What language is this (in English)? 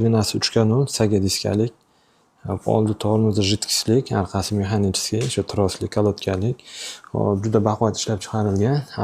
Uzbek